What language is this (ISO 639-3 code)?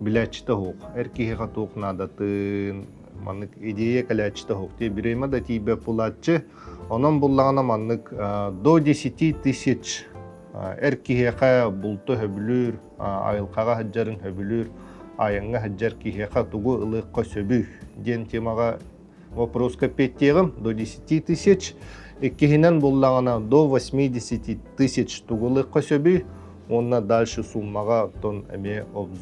sah